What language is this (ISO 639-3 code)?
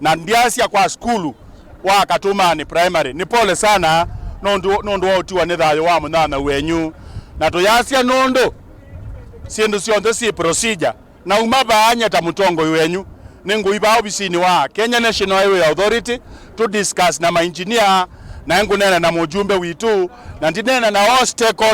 kam